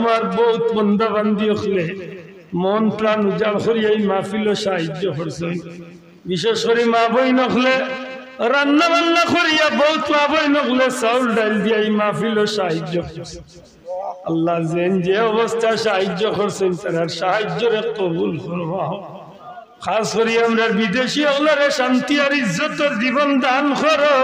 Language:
Sylheti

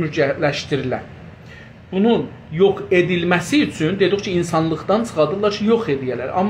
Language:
South Azerbaijani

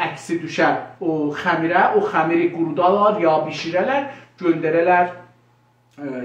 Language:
South Azerbaijani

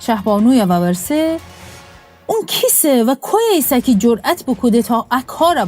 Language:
Gilaki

